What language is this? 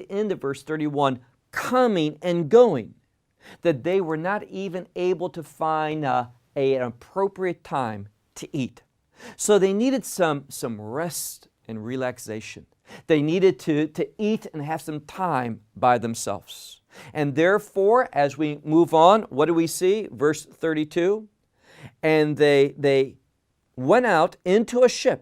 English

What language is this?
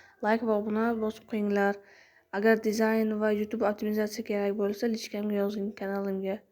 Uzbek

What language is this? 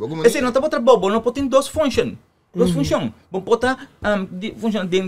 Papiamento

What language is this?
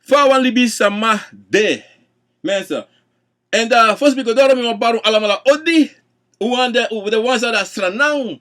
Sranan Tongo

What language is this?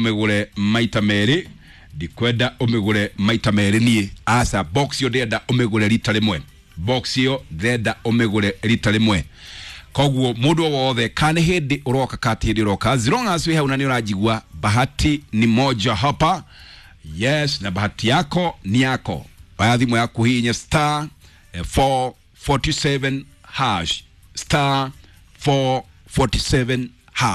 Kikuyu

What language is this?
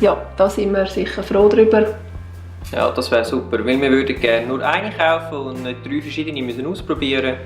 Swiss German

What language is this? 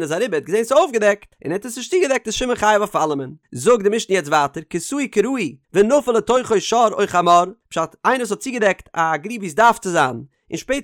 Yiddish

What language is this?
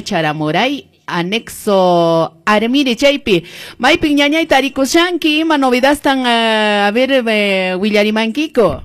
Quechua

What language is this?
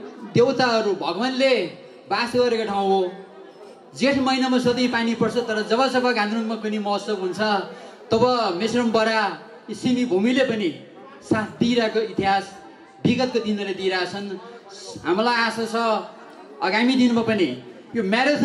Nepali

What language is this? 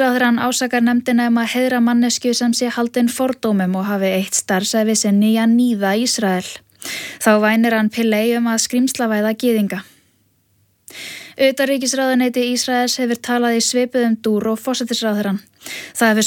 Icelandic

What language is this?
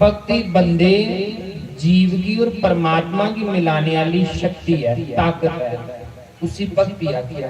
Dogri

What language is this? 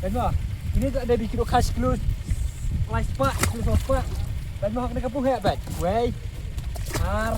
Khasi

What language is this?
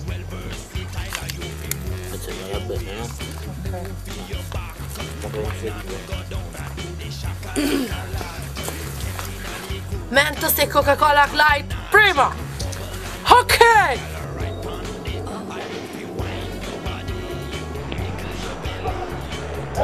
Italian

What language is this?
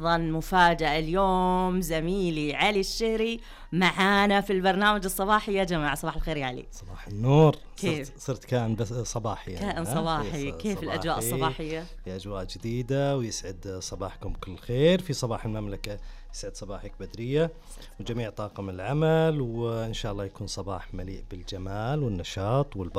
Najdi Arabic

